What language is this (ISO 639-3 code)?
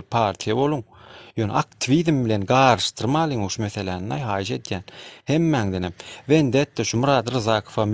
tuk